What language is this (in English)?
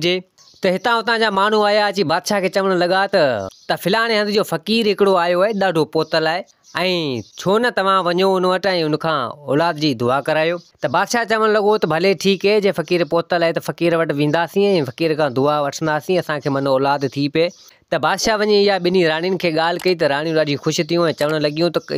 Sindhi